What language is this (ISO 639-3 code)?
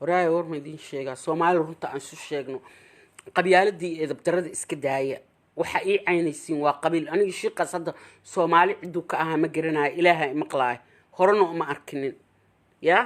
som